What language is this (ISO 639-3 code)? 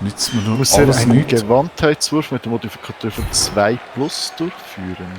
gsw